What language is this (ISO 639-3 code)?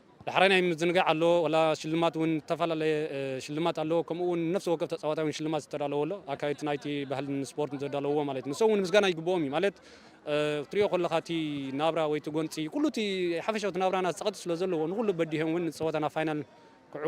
tir